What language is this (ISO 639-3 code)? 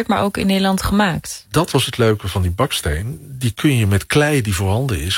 nld